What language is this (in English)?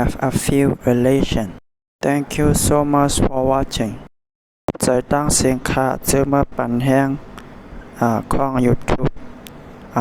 Shan